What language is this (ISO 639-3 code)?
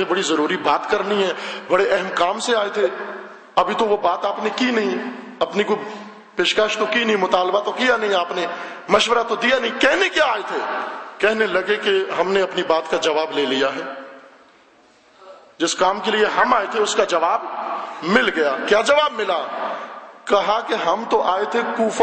urd